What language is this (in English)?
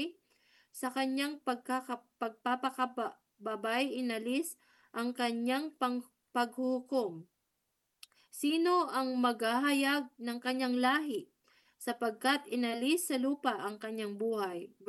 Filipino